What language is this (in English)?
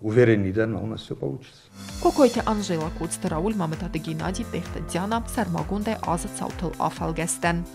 Ossetic